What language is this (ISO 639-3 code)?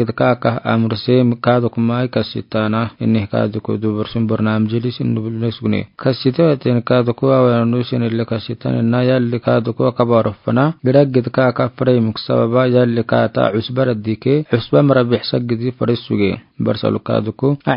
aar